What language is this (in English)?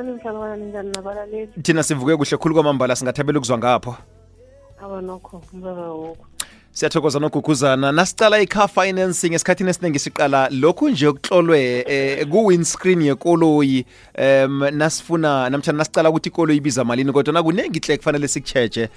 South Ndebele